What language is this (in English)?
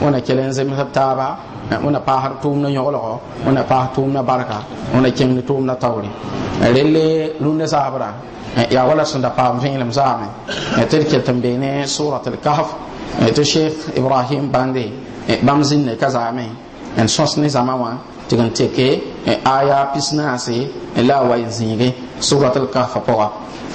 Mossi